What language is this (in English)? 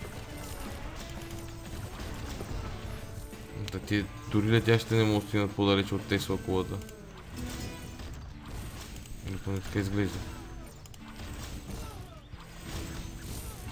Bulgarian